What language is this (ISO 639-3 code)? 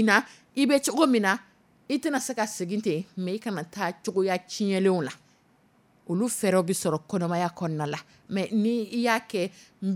dyu